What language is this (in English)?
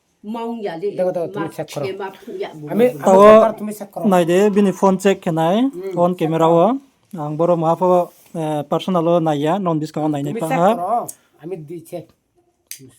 Riang (India)